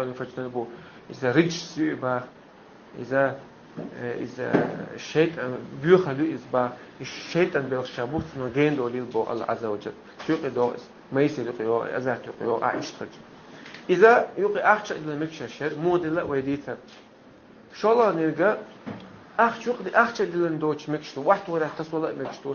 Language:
Chechen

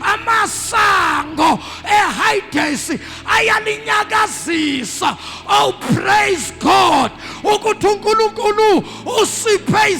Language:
Zulu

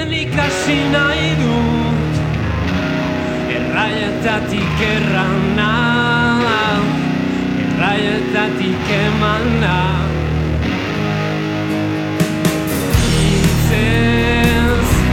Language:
Basque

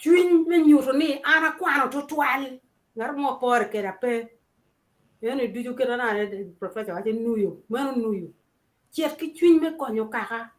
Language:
Acoli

